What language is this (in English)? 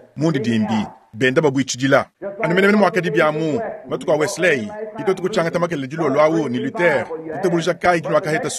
Luba-Lulua